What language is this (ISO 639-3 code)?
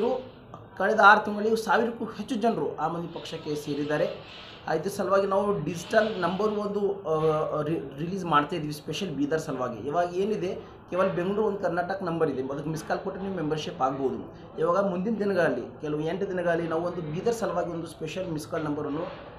kan